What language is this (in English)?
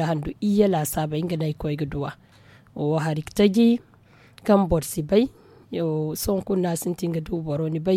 Zarma